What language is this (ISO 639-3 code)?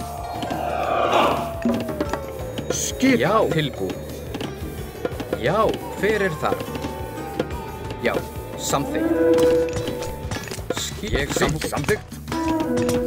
isl